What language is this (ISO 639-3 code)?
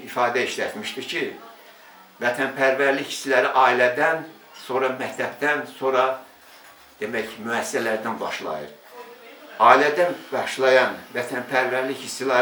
aze